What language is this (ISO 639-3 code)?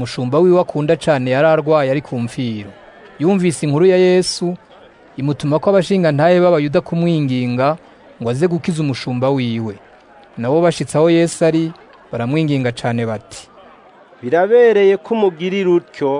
run